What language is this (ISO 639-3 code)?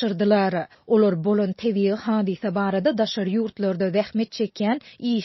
tuk